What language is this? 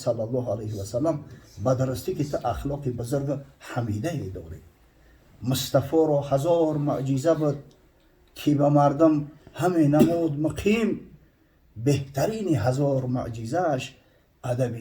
Tajik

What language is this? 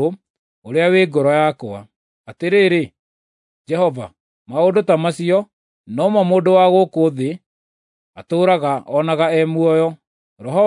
Kikuyu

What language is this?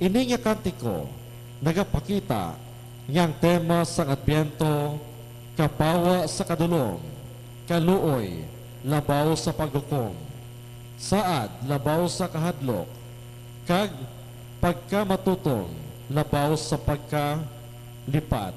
Hiligaynon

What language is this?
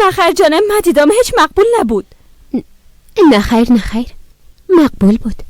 Persian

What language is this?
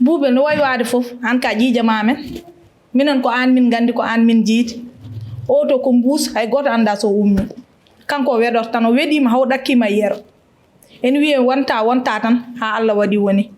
Fula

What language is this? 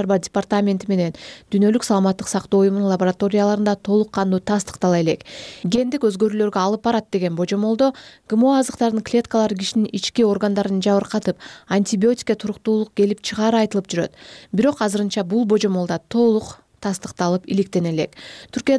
Kyrgyz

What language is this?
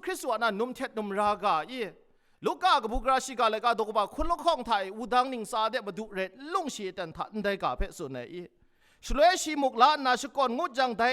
Kachin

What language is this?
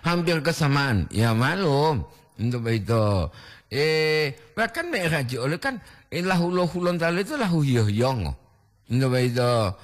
Gorontalo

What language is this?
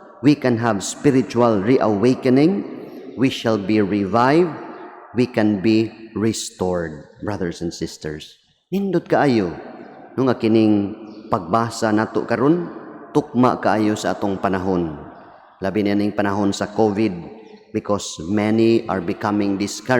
Cebuano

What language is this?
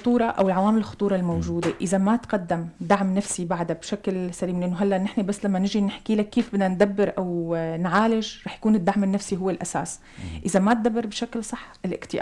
North Levantine Arabic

